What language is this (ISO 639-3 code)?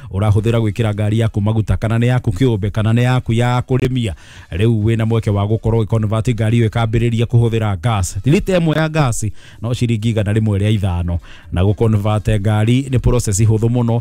kik